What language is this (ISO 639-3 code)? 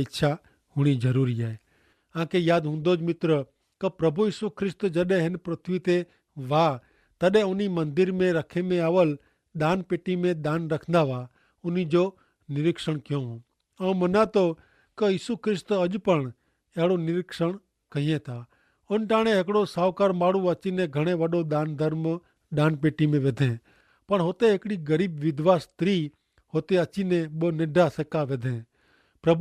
kfr